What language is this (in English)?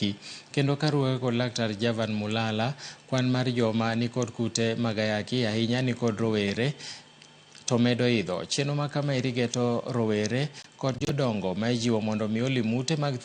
Luo (Kenya and Tanzania)